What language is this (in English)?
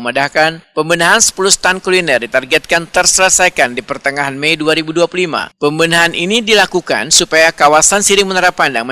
Banjar